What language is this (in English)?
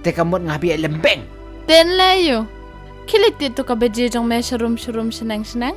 Khasi